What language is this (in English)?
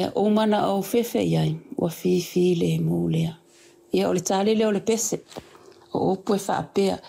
Samoan